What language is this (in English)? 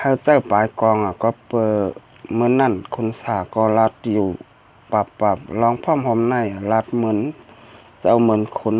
Shan